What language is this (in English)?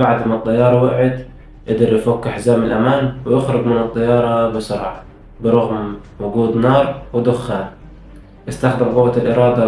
Egyptian Arabic